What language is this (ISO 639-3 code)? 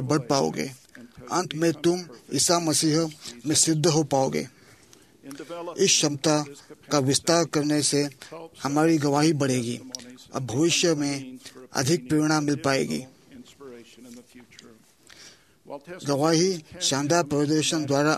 hin